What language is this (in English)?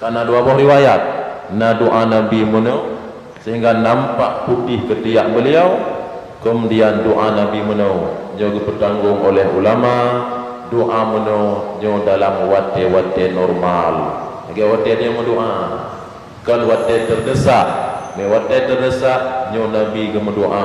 Achinese